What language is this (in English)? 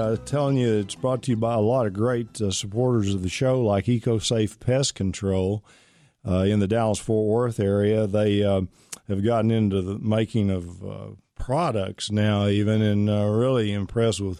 English